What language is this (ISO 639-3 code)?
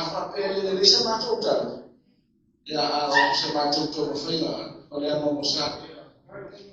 smo